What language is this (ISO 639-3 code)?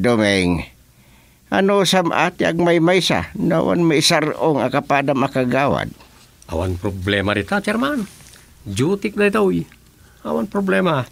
ilo